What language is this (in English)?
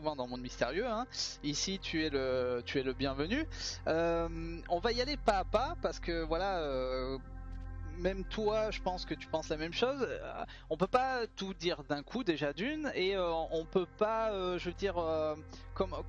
French